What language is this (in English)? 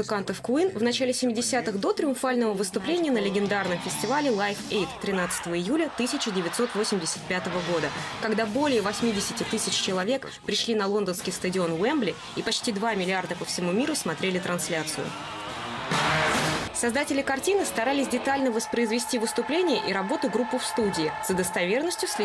Russian